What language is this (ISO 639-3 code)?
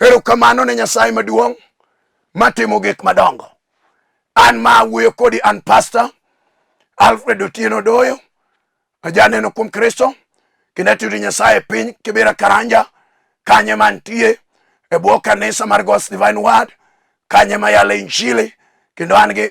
luo